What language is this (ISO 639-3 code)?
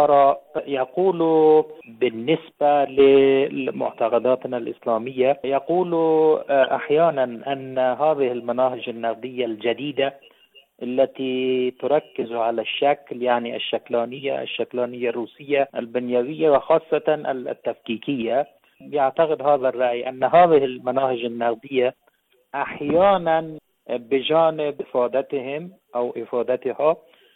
ara